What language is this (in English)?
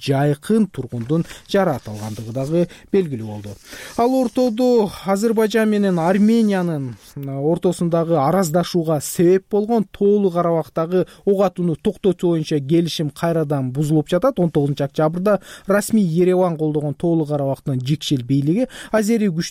Kyrgyz